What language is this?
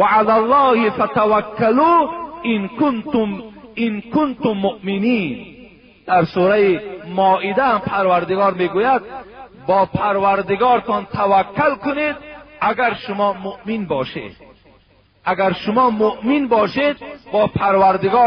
Tajik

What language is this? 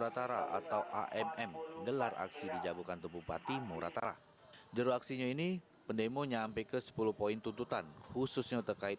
Musi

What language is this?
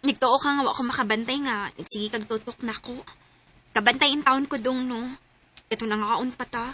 Cebuano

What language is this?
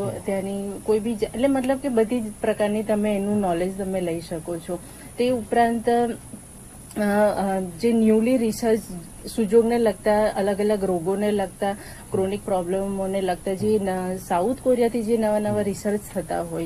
Gujarati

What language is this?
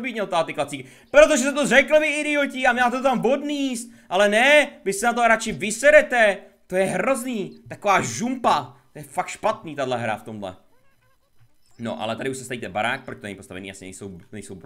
Czech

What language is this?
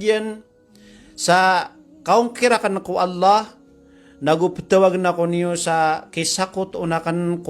Maranao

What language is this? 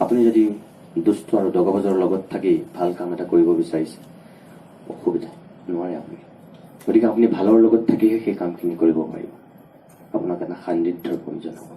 Assamese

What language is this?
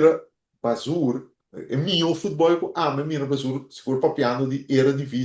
Papiamento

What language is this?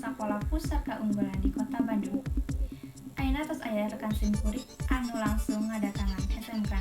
Sundanese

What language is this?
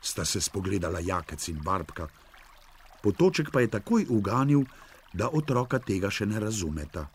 Slovenian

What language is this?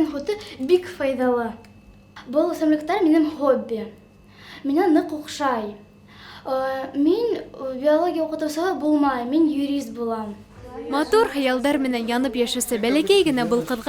Bashkir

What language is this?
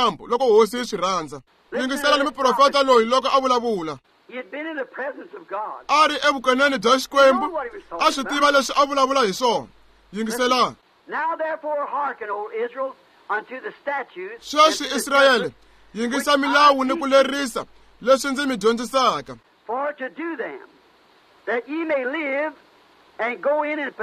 Tsonga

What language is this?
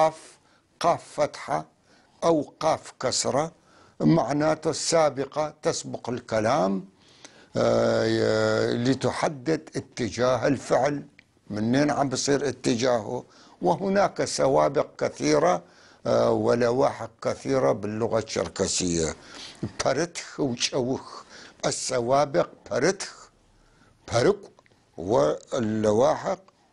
North Levantine Arabic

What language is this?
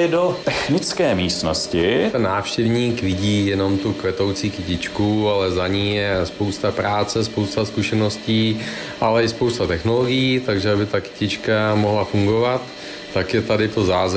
Czech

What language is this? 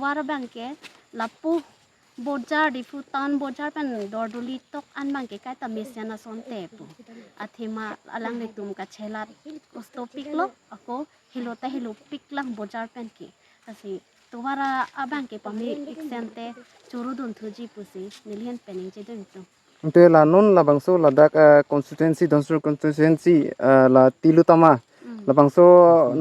Karbi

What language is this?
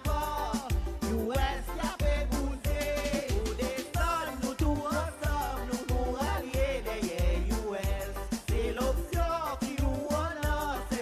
Seselwa Creole French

